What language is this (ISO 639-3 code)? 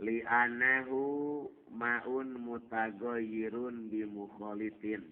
sun